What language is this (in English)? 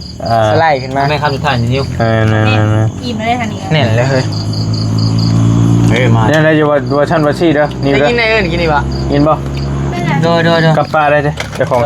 Lao